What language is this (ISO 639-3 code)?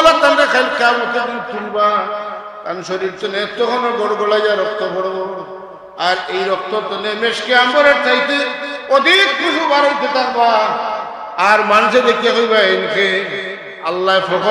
syl